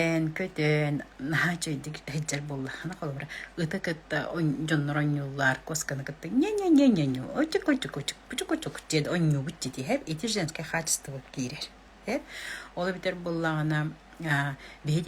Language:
Yakut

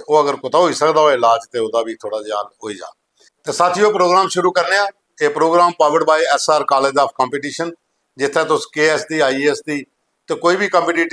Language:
Dogri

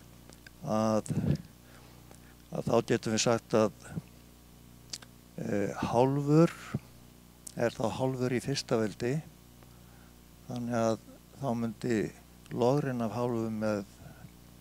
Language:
Icelandic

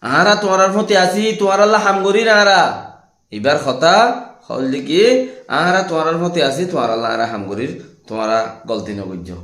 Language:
Rohingya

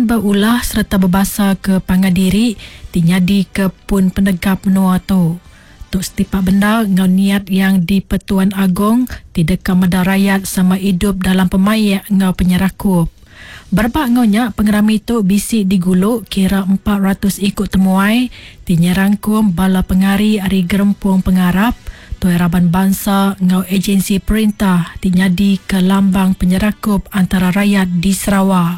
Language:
Iban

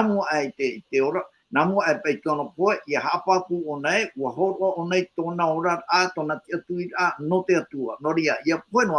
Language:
Tahitian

